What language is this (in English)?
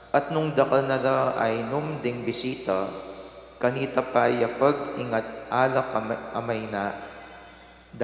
Pampanga